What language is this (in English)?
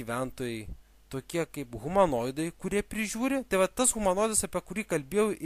Lithuanian